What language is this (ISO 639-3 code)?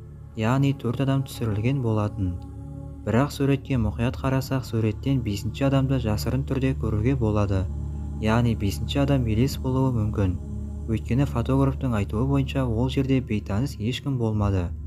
kaz